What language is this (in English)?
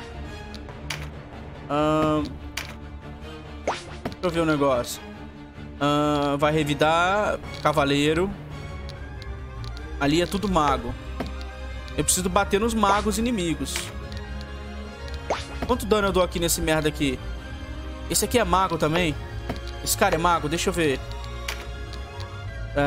Portuguese